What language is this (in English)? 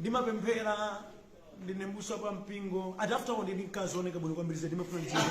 Nyanja